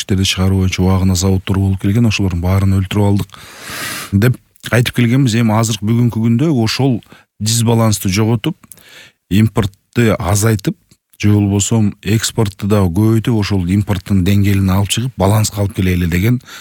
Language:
Kyrgyz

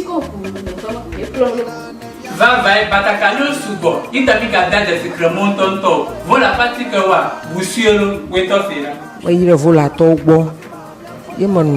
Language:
Ewe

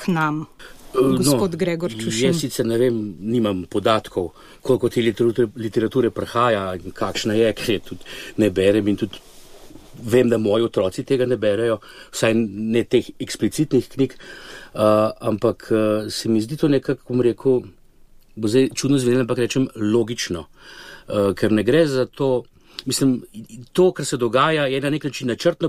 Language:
Slovenian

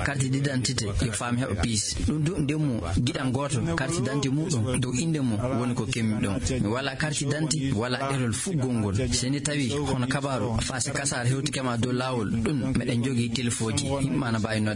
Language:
Fula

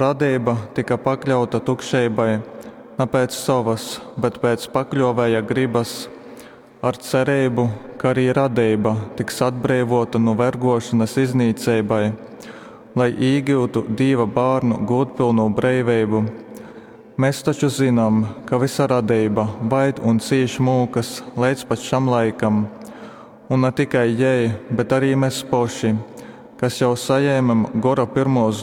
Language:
Latgalian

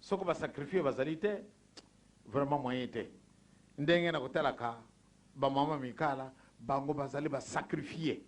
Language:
Lingala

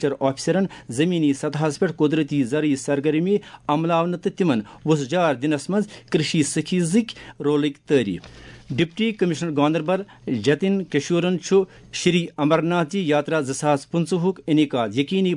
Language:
Kashmiri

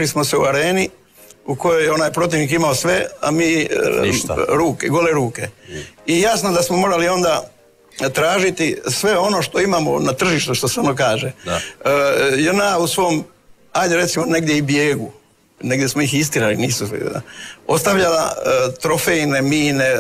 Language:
Croatian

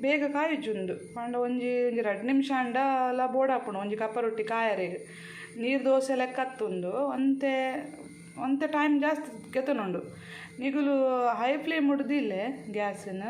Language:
Tulu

